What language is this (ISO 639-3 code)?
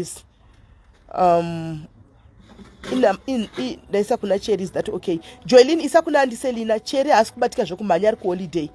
sna